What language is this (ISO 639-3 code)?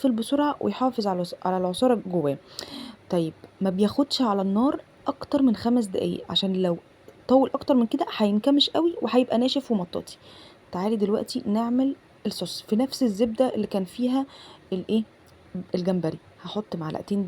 arz